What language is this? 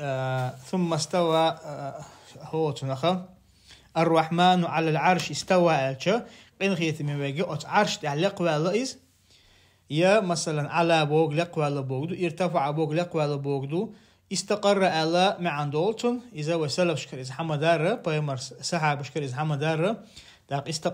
Chechen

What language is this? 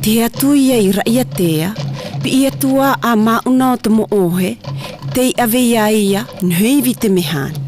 South Marquesan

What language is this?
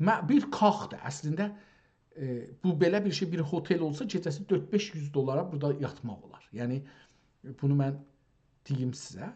South Azerbaijani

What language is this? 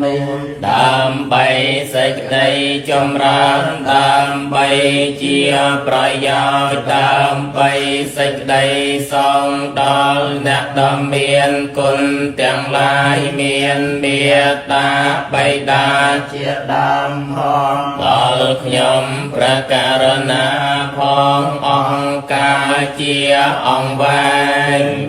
Khmer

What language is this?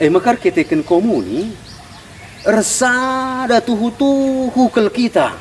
Batak Karo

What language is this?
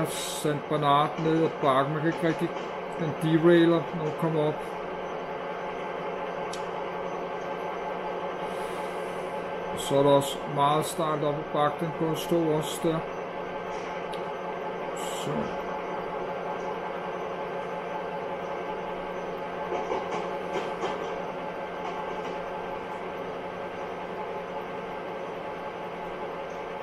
Danish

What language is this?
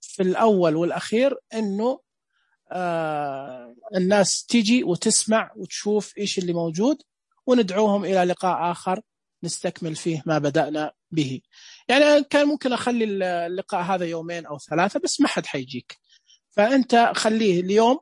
Najdi Arabic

